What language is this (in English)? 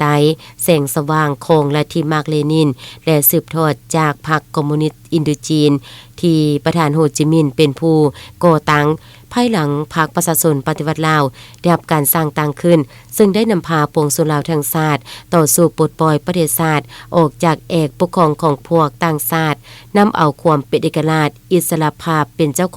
Lao